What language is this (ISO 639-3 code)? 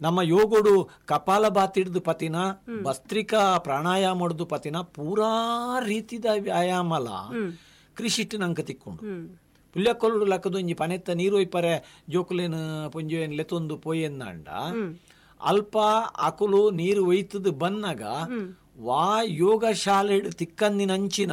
tcy